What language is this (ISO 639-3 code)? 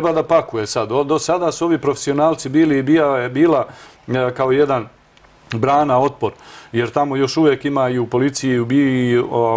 srp